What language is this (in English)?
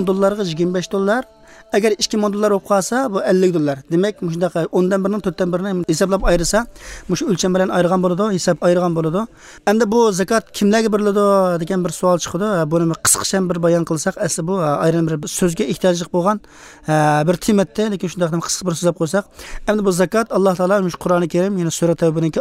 Uyghur